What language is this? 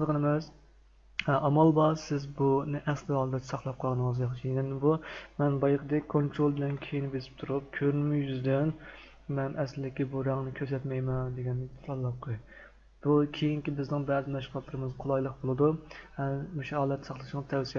Uyghur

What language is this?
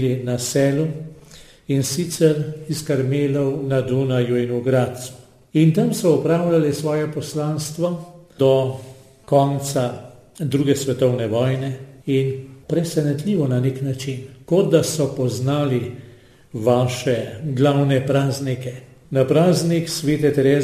Slovenian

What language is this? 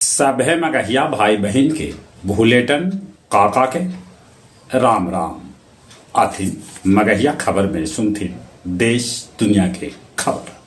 Magahi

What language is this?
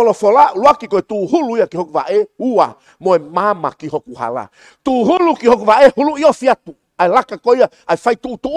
Tongan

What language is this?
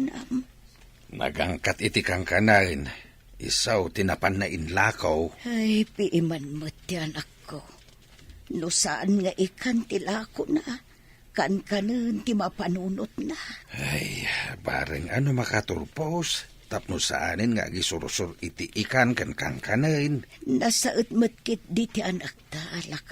Iloko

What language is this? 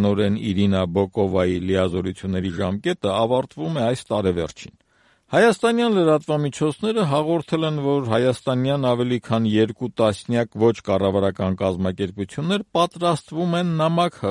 Armenian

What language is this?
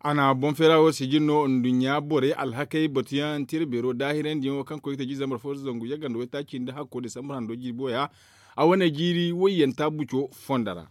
Zarma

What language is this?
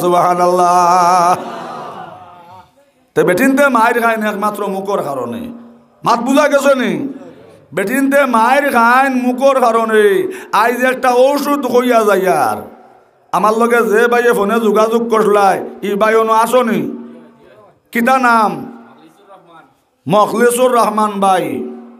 Sylheti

